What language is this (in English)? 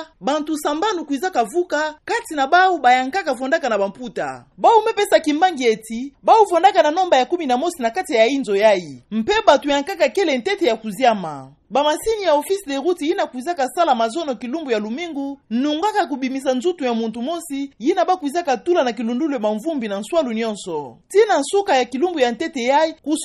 Kituba (Democratic Republic of Congo)